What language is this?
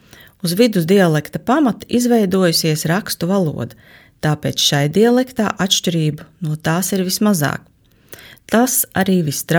Latvian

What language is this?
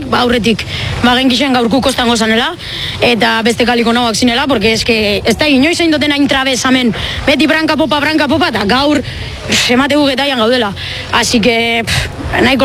Basque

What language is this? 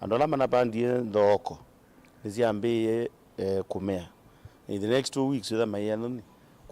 Kamba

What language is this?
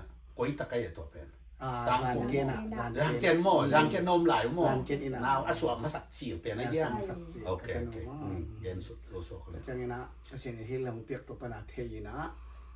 Tedim Chin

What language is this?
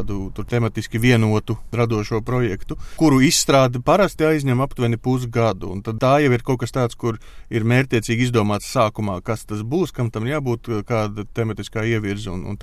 Latvian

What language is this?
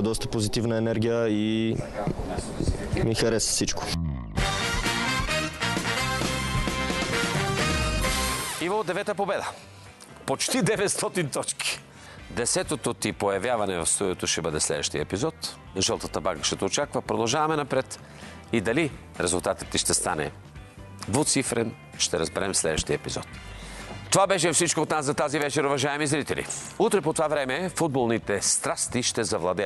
Bulgarian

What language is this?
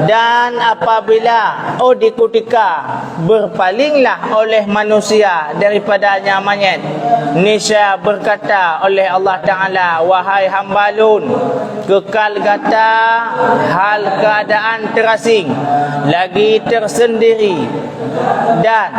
Achinese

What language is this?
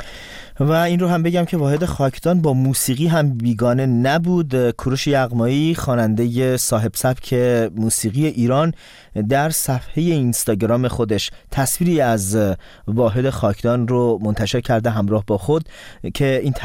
Persian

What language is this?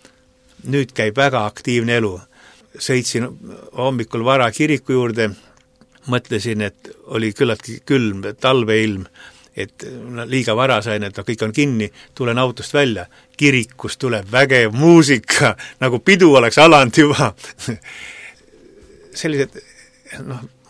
Estonian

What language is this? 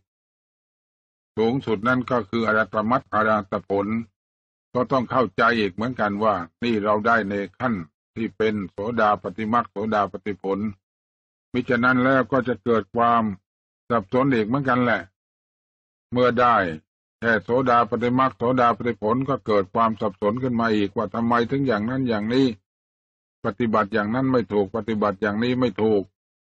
Thai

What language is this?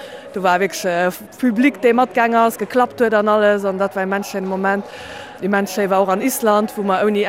Luxembourgish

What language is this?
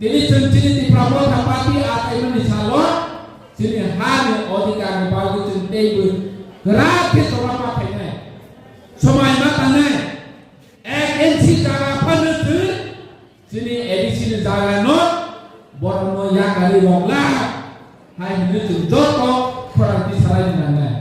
Kok Borok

